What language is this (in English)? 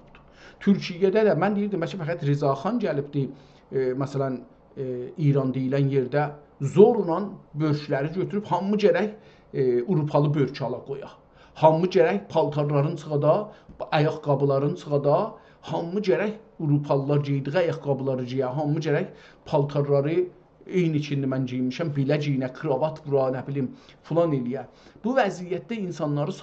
South Azerbaijani